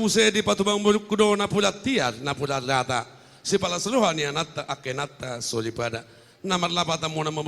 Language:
Batak Toba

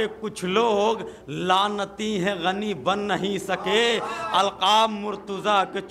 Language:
Urdu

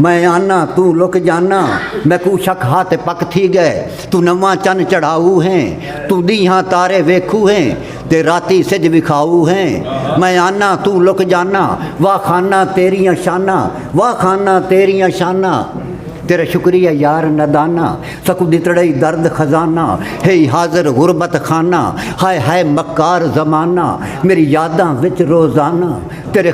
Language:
Saraiki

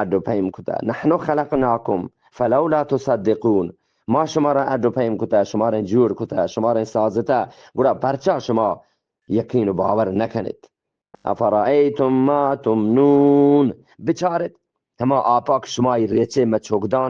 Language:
Eastern Balochi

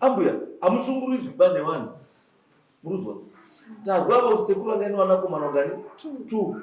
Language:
Shona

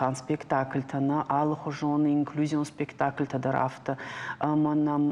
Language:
Ossetic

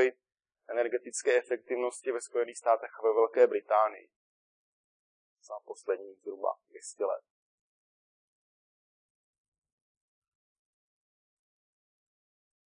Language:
Czech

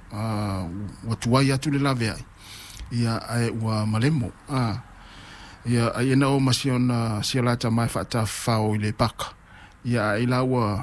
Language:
Samoan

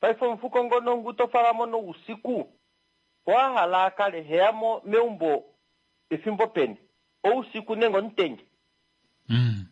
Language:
Kuanyama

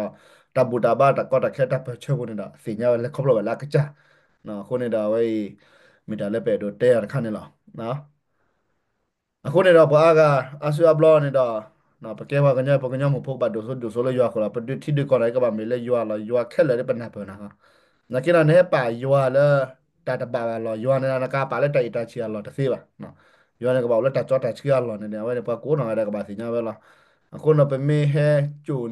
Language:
S'gaw Karen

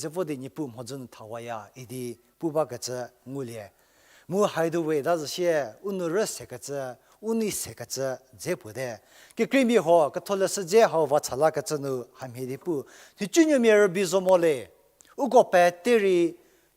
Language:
Angami Naga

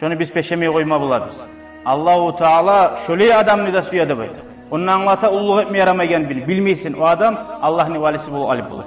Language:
Kumyk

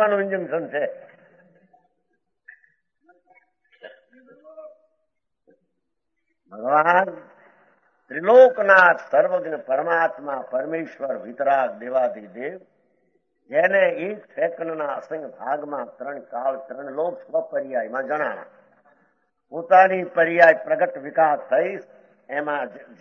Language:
Gujarati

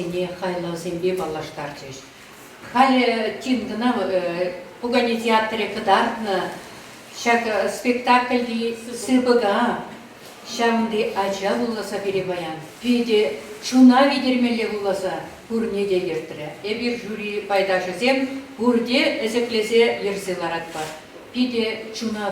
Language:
Chuvash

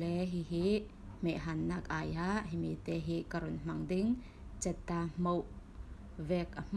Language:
Falam Chin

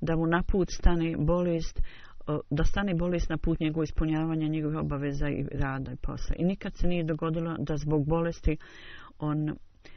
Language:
Bosnian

